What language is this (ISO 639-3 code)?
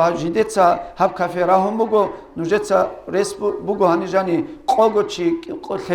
ava